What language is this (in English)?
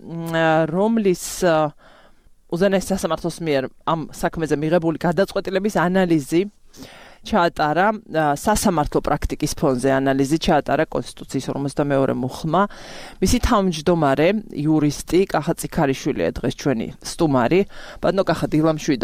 Georgian